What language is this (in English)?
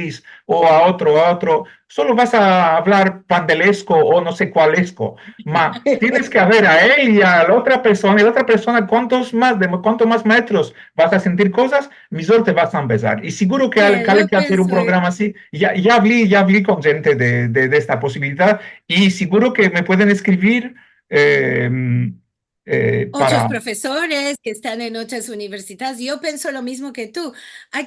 Ladino